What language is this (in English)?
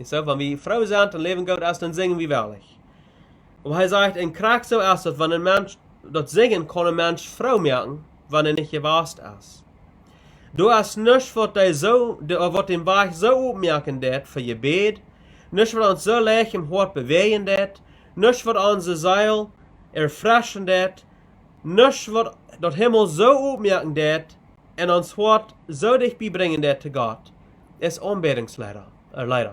Plautdietsch